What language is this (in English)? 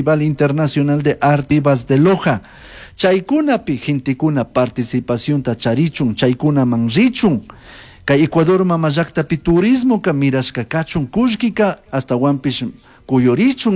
Chimborazo Highland Quichua